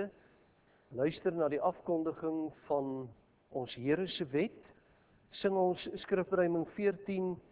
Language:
Afrikaans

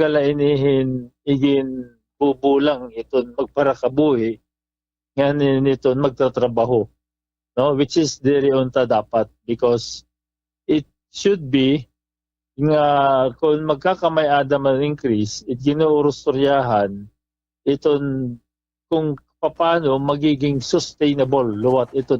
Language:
Waray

